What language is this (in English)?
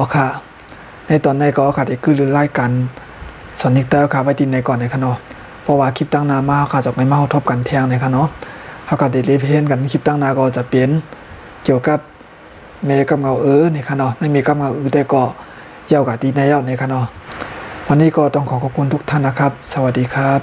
Shan